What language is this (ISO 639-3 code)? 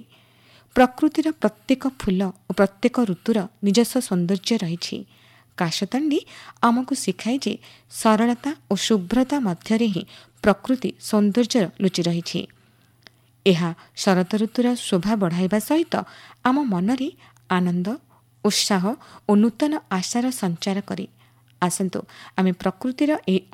ori